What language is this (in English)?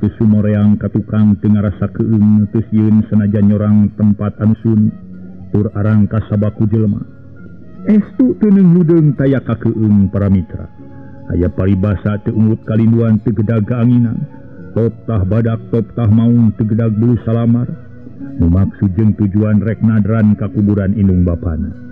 Sundanese